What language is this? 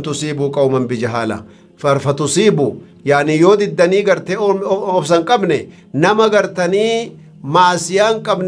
Oromo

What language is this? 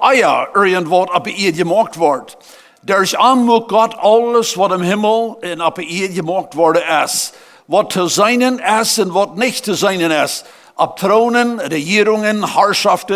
Plautdietsch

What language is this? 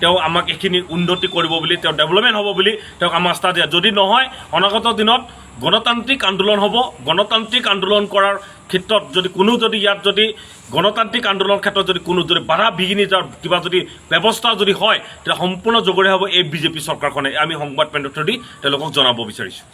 Assamese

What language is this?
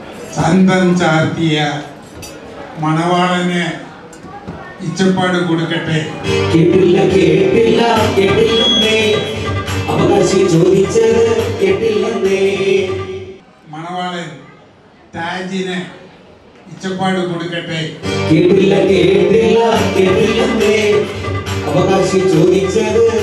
Malayalam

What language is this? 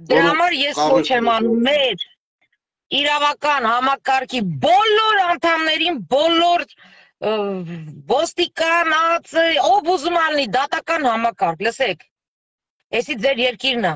Armenian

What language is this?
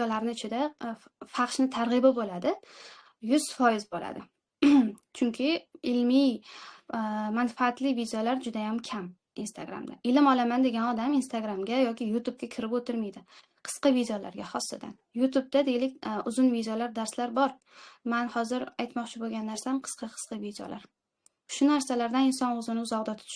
Uzbek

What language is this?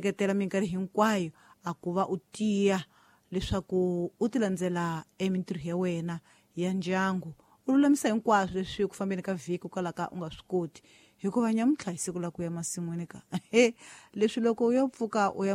Tsonga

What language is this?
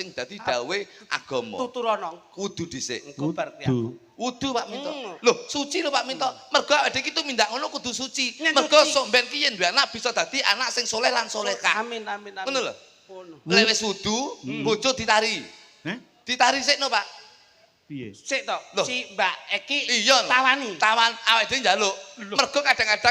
Javanese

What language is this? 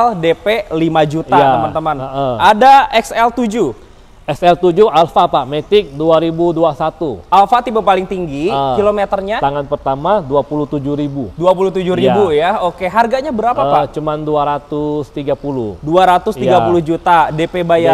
Indonesian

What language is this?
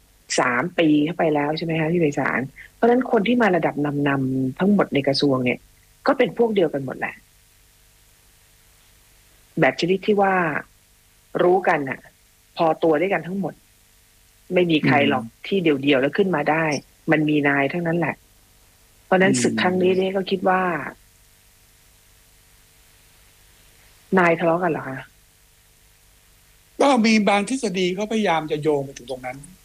Thai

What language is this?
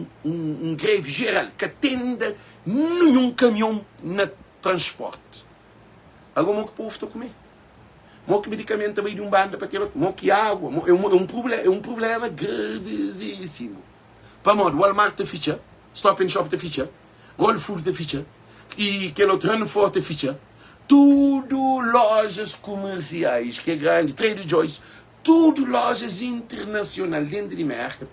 Kabuverdianu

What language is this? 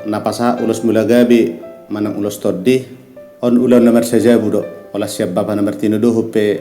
Batak Toba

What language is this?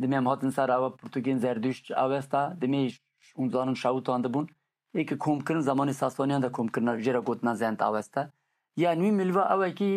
Kurdish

